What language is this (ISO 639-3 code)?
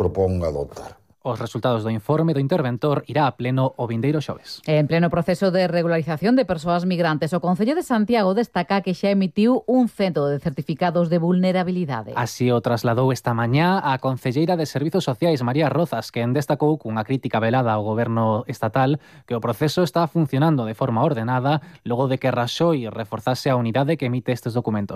glg